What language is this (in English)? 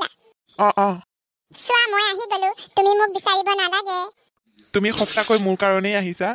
Assamese